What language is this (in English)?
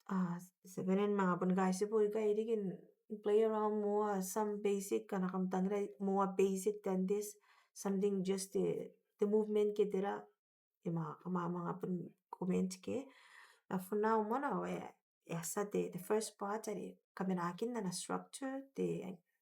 Gilbertese